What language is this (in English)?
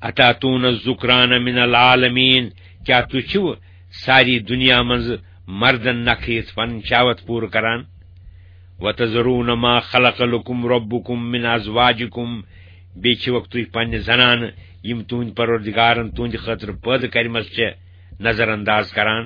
Kashmiri